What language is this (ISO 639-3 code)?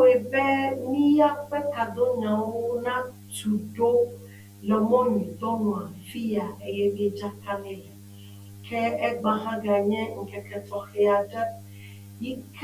ewe